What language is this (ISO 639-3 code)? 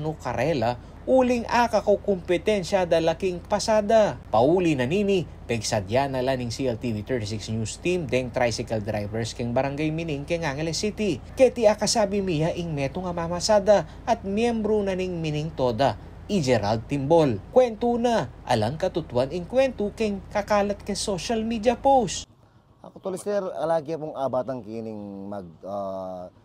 pam